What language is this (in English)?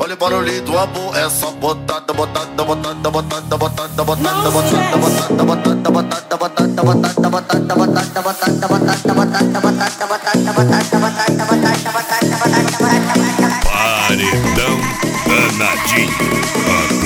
Portuguese